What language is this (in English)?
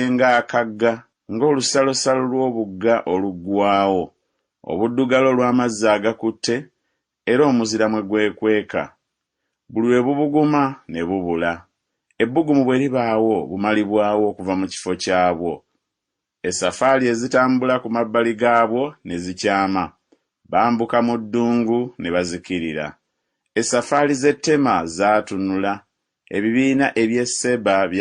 Ganda